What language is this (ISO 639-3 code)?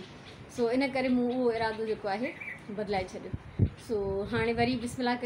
snd